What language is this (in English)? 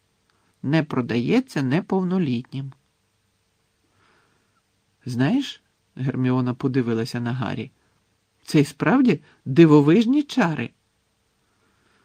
Ukrainian